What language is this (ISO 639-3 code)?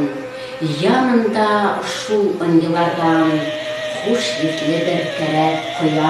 bak